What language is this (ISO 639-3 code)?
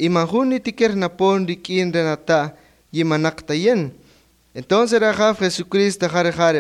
cak